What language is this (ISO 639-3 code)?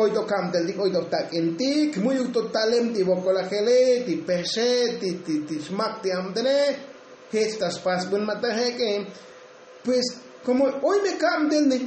tzo